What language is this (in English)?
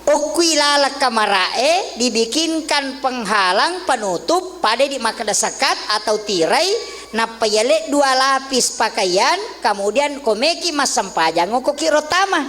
Buginese